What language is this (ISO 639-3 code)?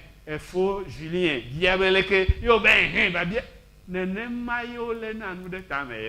ewe